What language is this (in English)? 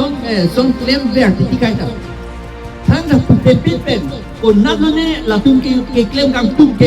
Karbi